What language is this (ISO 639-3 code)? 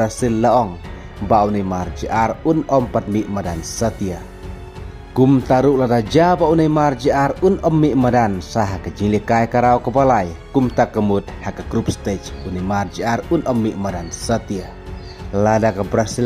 kha